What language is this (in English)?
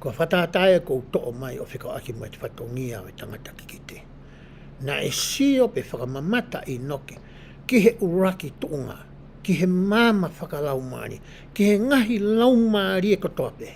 Tongan